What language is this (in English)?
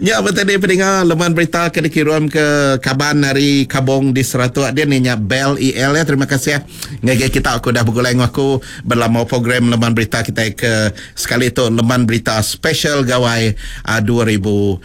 Iban